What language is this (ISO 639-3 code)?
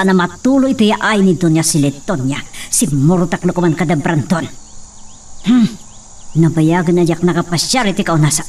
ilo